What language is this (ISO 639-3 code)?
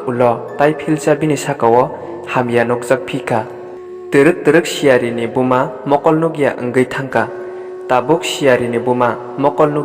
trp